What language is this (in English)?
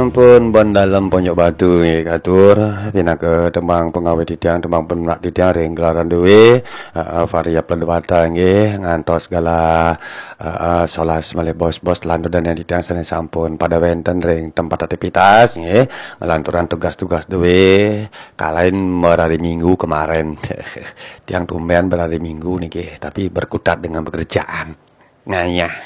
Balinese